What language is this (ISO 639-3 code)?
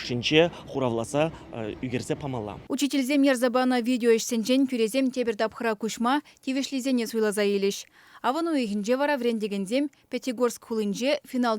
chv